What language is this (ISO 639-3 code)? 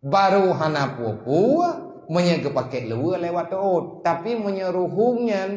ace